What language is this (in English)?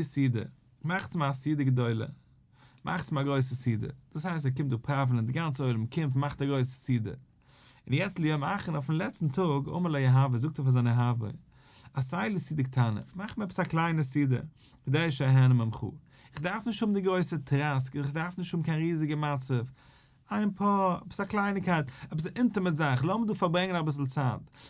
Yiddish